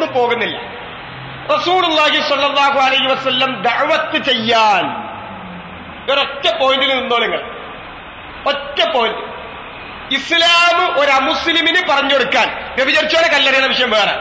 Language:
Malayalam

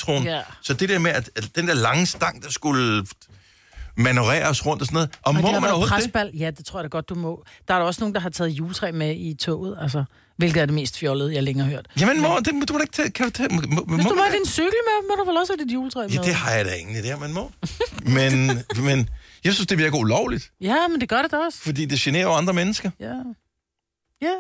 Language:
Danish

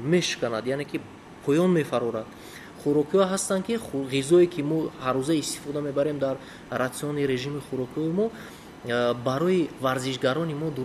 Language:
Tajik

